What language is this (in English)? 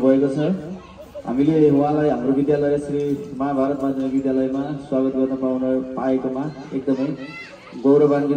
Nepali